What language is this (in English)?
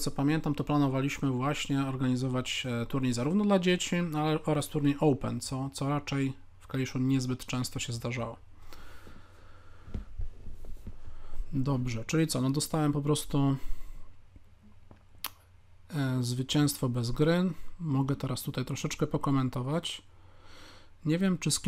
Polish